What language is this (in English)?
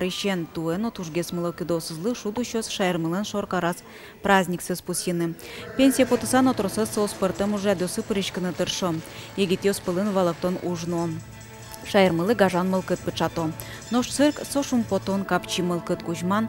Udmurt